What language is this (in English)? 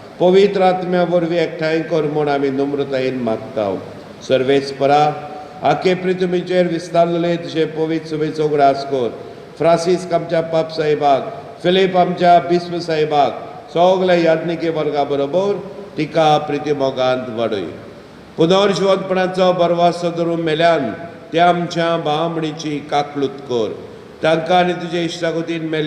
Konkani